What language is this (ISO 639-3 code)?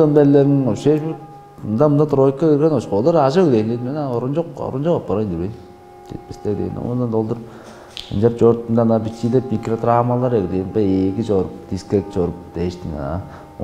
tyv